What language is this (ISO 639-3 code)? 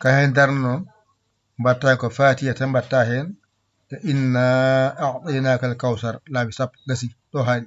ful